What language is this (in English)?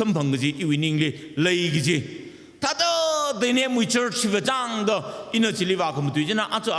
Tangkhul Naga (India)